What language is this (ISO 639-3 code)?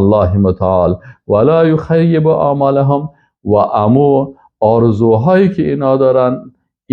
fas